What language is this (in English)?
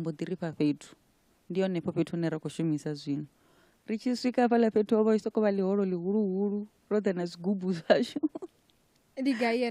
Venda